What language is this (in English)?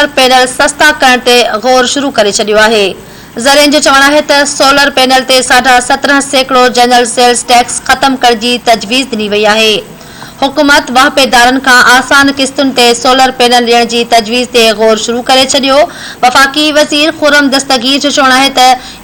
Sindhi